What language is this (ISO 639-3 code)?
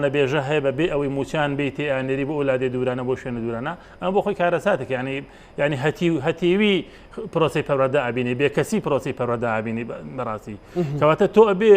ckb